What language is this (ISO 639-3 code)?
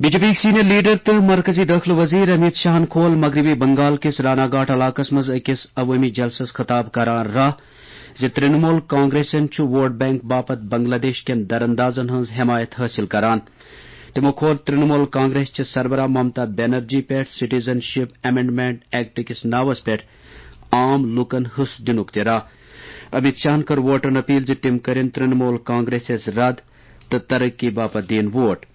kas